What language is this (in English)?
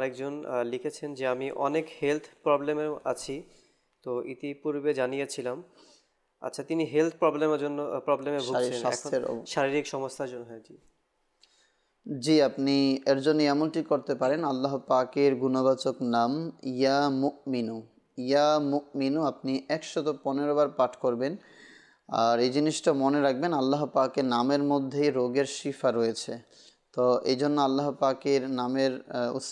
Bangla